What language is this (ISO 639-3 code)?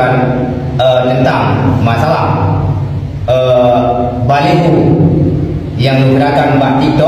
ace